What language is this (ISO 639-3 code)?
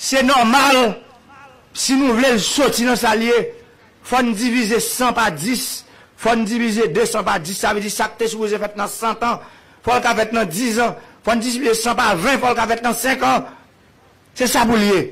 hat